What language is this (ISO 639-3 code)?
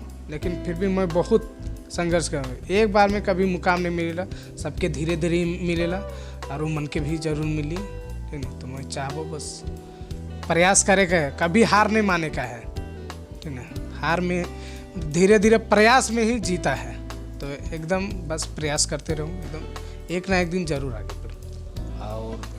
sck